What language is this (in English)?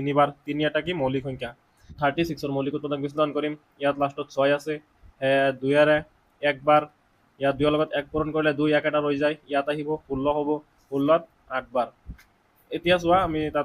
Assamese